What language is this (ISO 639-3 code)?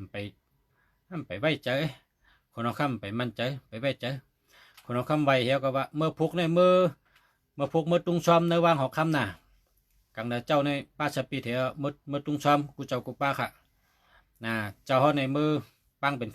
shn